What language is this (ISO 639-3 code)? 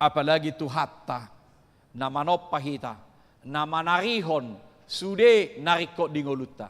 bbc